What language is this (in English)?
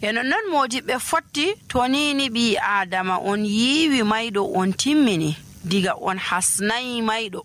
Nigerian Fulfulde